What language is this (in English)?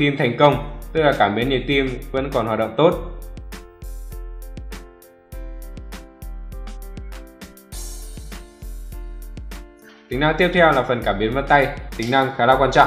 Vietnamese